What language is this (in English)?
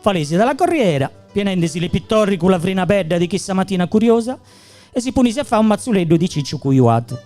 Gallurese Sardinian